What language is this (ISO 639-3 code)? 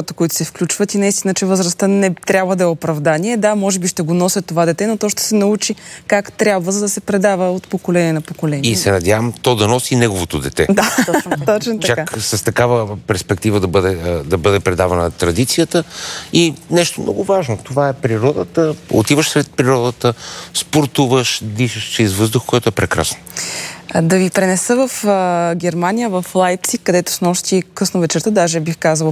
bul